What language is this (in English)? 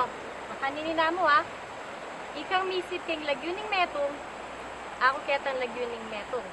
Pampanga